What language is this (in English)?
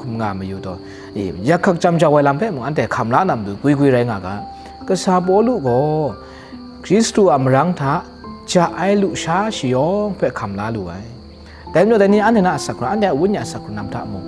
Kachin